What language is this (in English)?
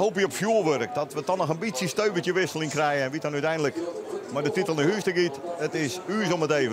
Western Frisian